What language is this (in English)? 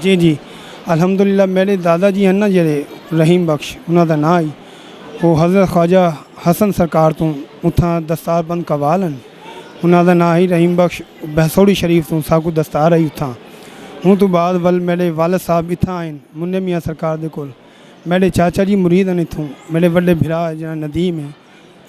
Saraiki